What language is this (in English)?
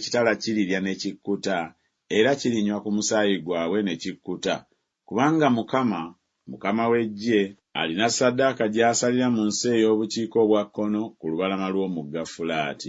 Ganda